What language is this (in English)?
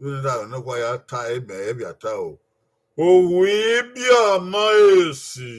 Bini